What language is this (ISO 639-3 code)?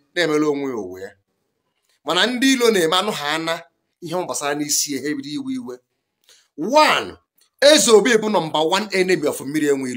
ibo